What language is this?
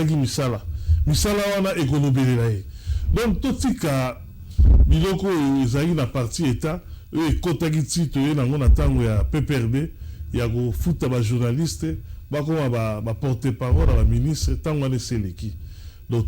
Lingala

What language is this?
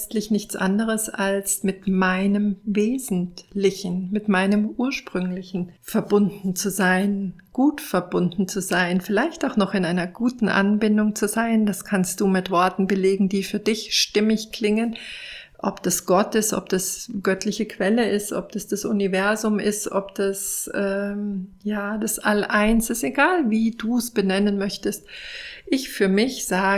German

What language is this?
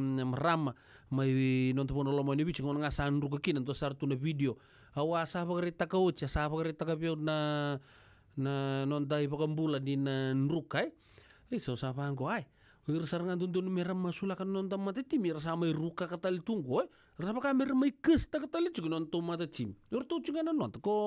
Fijian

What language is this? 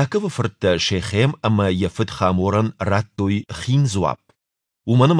Ossetic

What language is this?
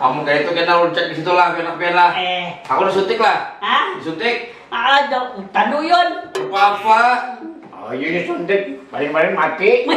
Banjar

